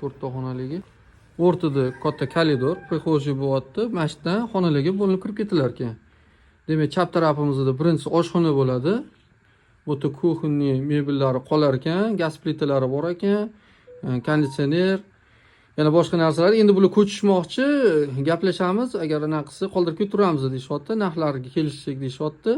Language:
Uzbek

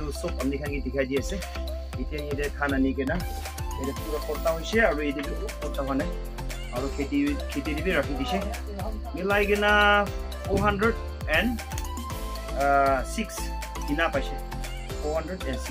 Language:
Naga Pidgin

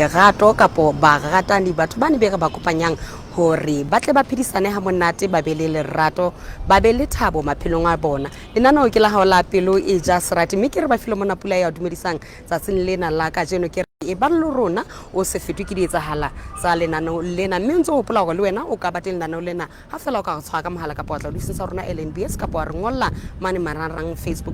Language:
Southern Sotho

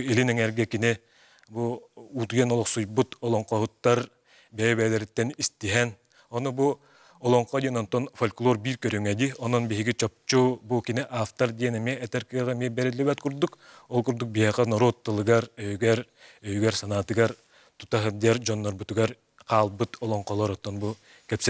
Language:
Yakut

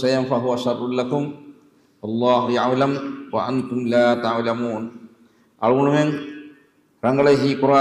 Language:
Divehi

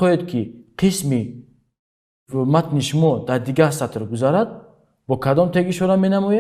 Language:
Tajik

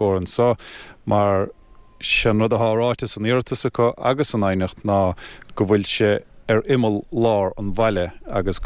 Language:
Irish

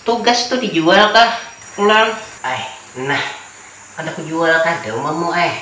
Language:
Banjar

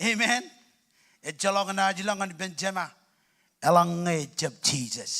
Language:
Marshallese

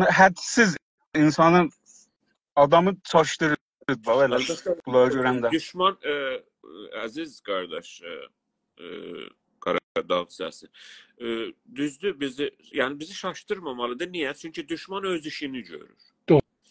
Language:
South Azerbaijani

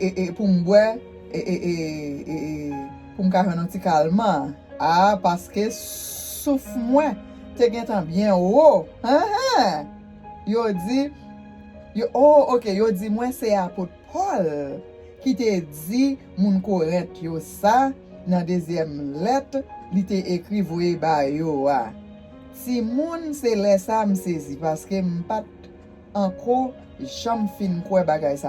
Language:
Haitian Creole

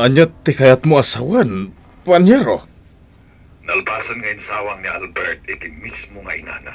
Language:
Iloko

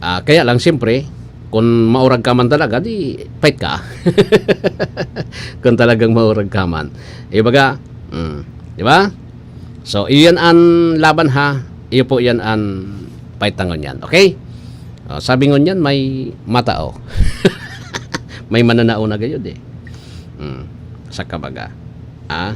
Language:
Bikol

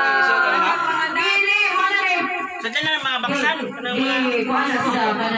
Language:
Cebuano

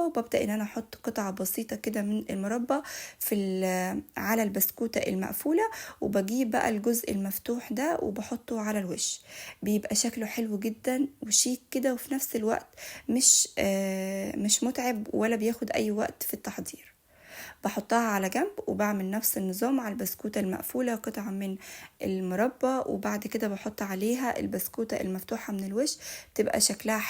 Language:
Egyptian Arabic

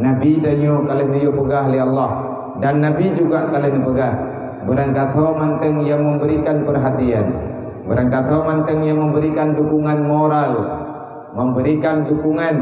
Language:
Achinese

